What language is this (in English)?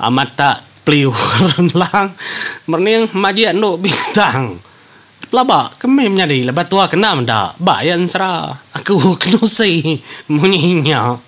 Iban